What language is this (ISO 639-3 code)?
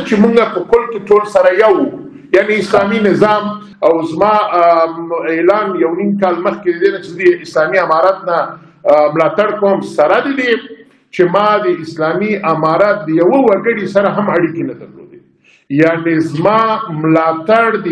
pus